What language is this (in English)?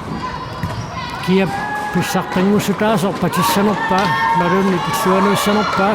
Kalaallisut